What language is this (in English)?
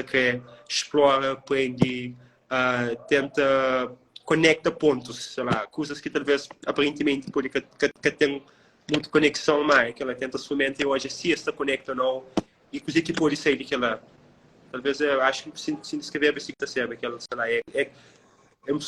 Kabuverdianu